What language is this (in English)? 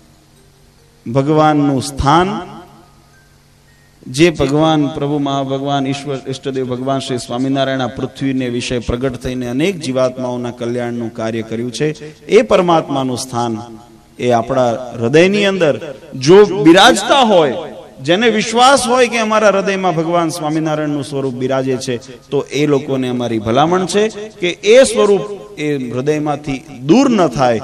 Gujarati